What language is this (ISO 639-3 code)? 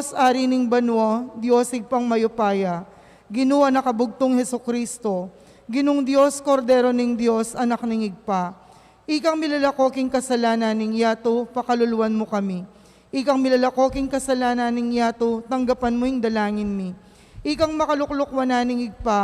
pam